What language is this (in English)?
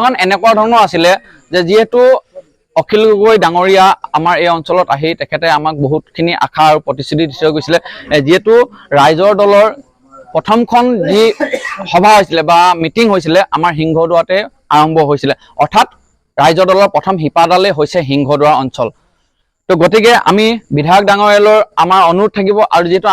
Assamese